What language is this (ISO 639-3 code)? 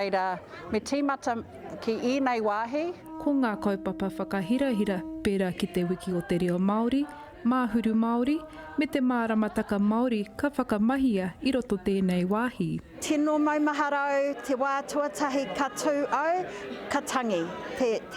mri